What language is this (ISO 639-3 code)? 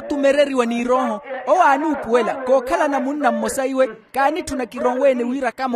vmw